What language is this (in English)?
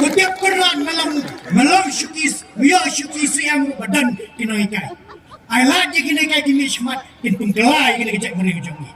Khasi